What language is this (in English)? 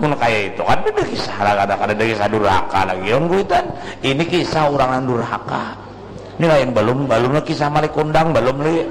Banjar